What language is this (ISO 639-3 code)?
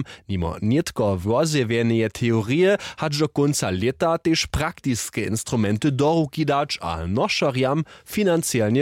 hsb